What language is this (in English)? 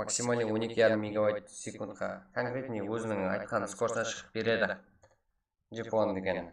Kara-Kalpak